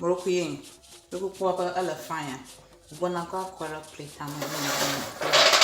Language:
Ewe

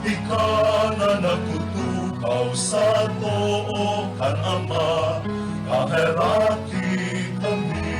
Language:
Bikol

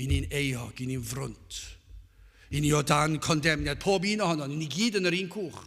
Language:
Welsh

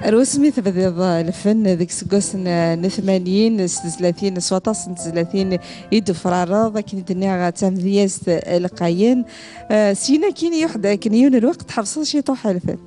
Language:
Kabyle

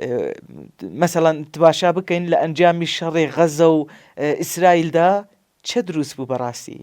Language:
Central Kurdish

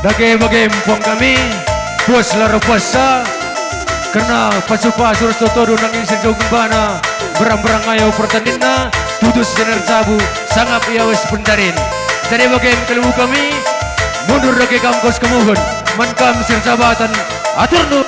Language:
Batak Karo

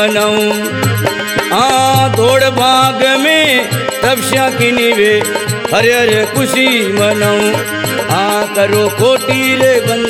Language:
Hindi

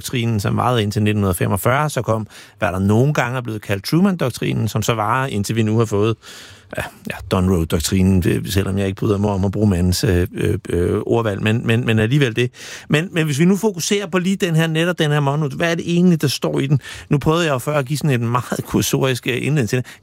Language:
Danish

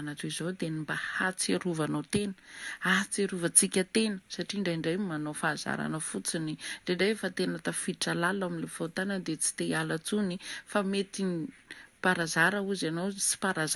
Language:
Malagasy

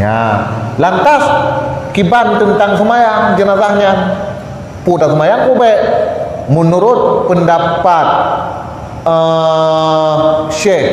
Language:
Achinese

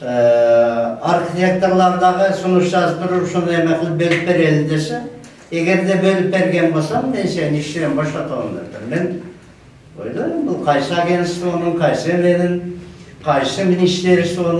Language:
Kyrgyz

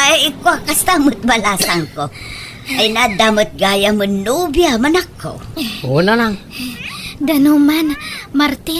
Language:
Iloko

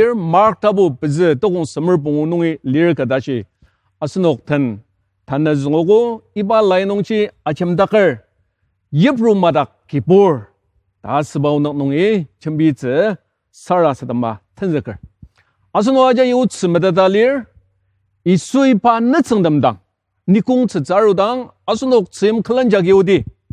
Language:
Ao Naga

